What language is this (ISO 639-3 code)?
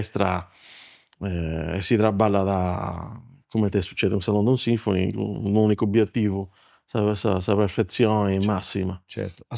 srd